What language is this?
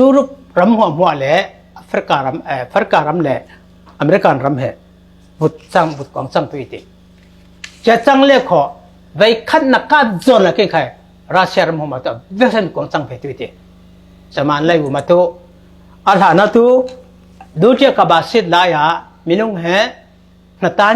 Falam Chin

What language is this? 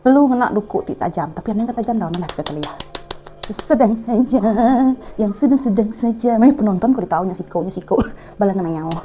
Iban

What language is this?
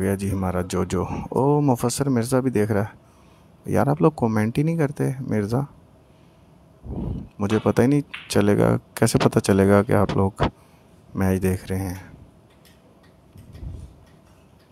Hindi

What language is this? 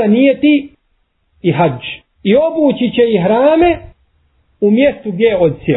Bosnian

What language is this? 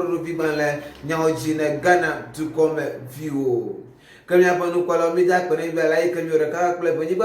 Ewe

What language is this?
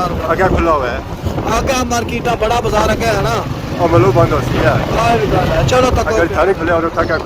Pahari-Potwari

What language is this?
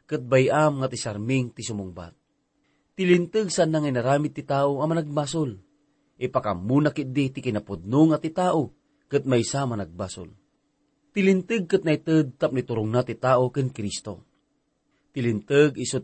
Iloko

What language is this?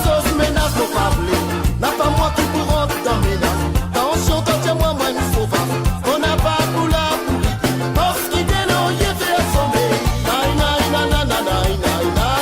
Morisyen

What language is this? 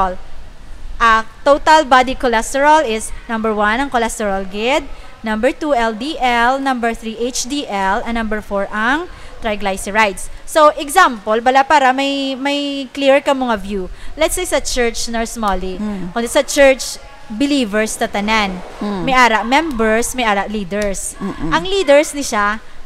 Hiligaynon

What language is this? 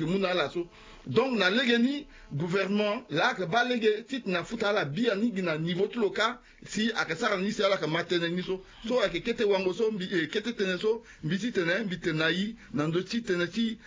Sango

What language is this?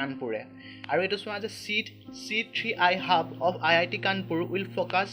Assamese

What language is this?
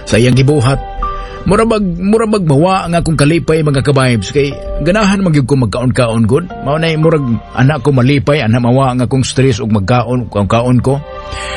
Cebuano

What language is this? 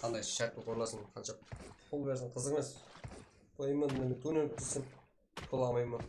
Kara-Kalpak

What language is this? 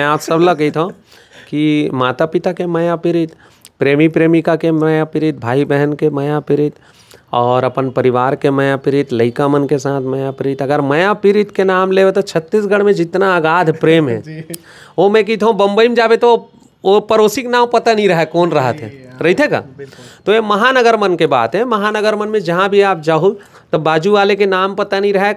Chhattisgarhi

